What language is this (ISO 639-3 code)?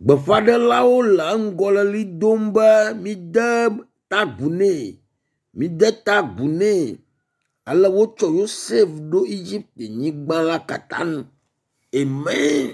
ewe